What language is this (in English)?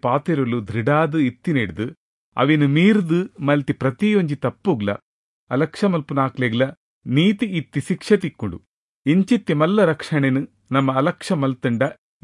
Tulu